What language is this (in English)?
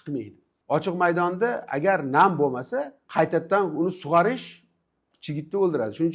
Uzbek